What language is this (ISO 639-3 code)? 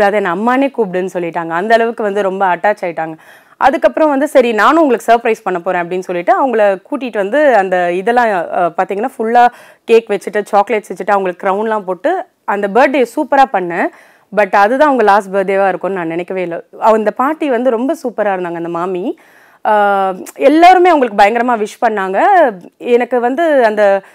tam